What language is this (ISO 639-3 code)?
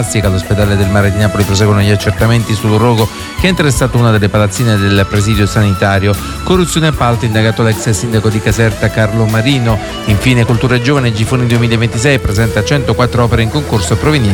ita